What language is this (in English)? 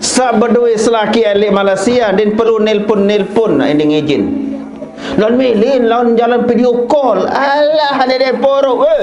Sasak